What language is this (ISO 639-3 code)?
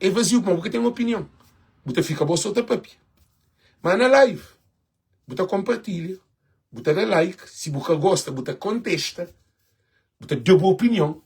kea